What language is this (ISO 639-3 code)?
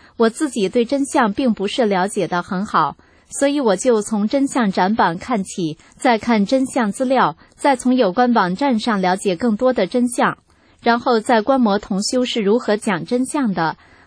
zho